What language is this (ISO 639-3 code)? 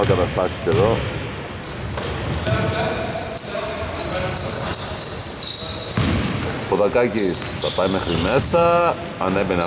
ell